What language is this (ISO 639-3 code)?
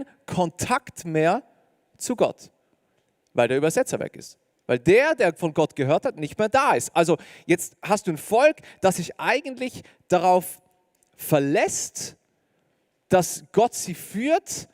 gsw